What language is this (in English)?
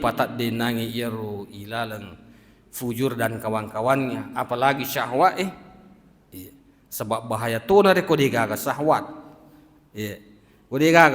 Buginese